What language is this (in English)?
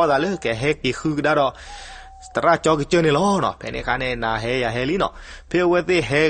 S'gaw Karen